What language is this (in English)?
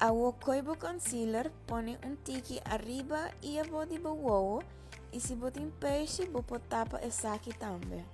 Papiamento